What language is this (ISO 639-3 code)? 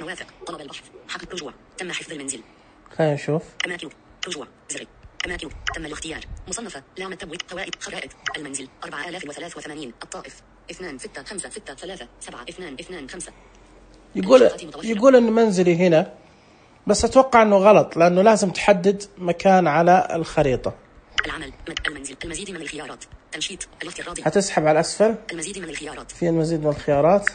ars